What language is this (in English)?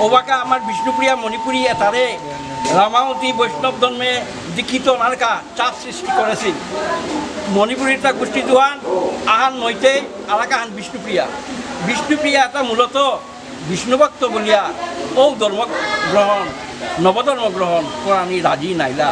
Bishnupriya